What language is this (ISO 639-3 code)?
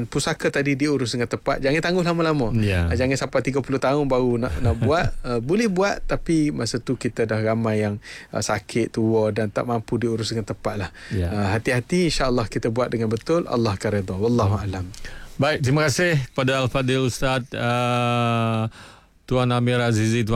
msa